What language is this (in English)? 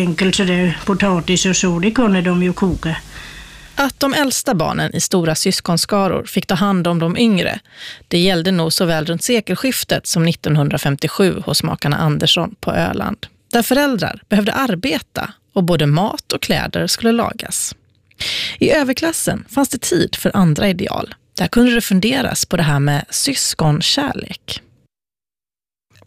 Swedish